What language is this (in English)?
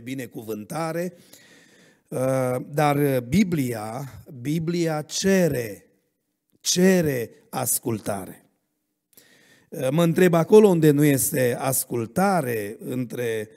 Romanian